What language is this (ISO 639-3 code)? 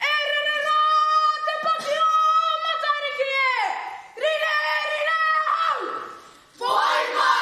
mri